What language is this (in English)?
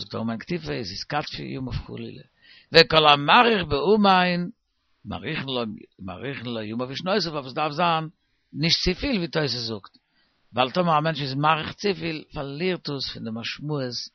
Yiddish